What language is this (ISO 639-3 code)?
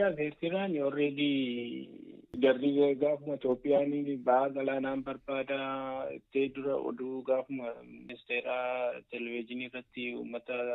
orm